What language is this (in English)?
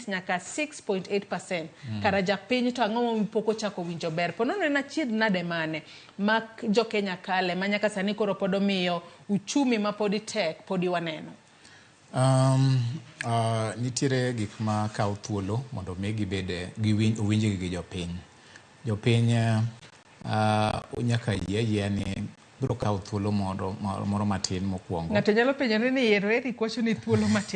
Luo (Kenya and Tanzania)